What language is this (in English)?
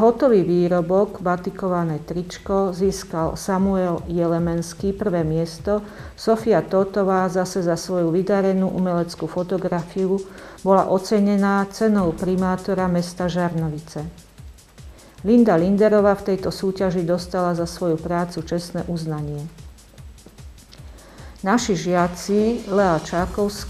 Slovak